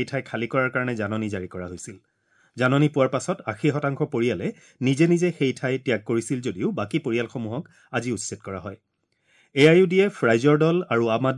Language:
Assamese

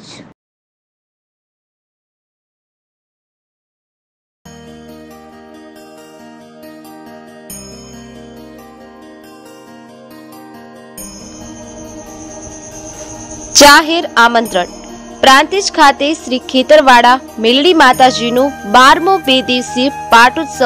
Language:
Gujarati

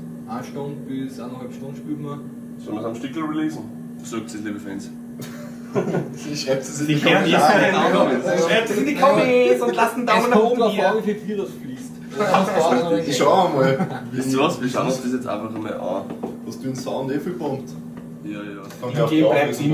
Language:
Bavarian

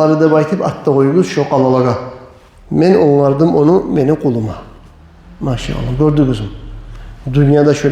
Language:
Kumyk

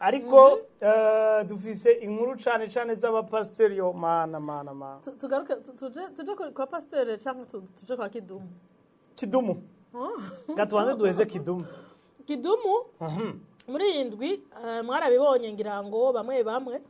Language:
Rundi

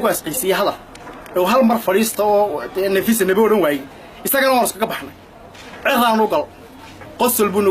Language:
Somali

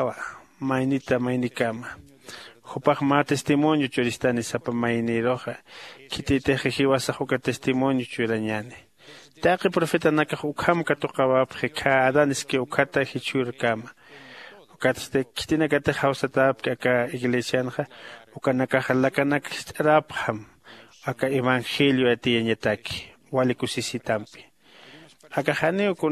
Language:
Aymara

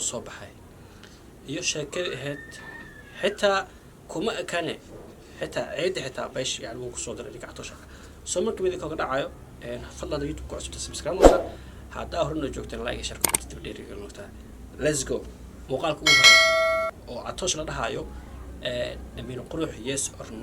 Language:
Somali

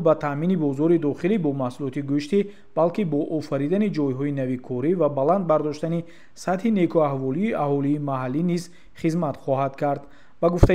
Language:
Tajik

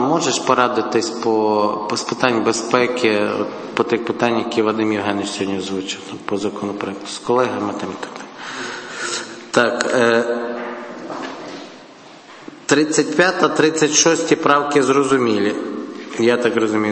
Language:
Ukrainian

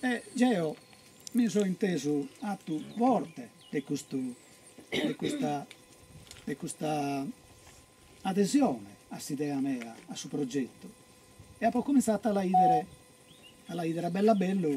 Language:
Sardinian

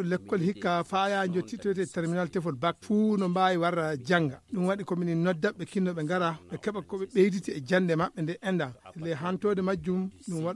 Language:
Fula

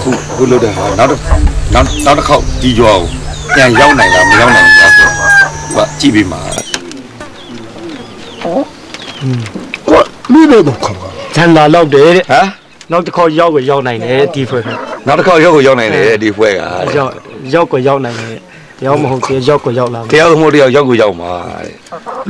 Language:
Burmese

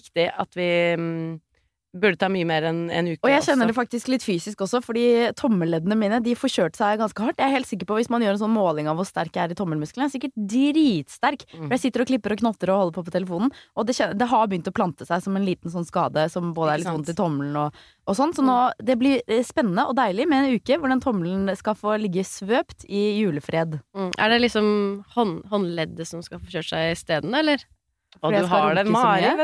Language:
Norwegian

